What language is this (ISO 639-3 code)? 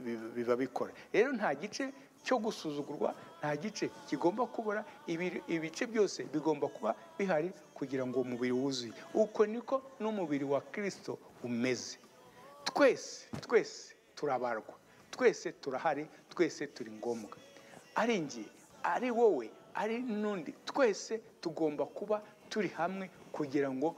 kin